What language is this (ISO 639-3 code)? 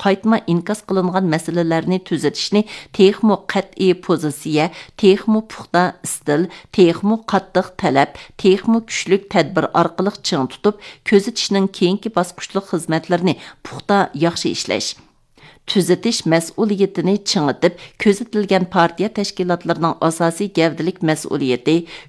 uig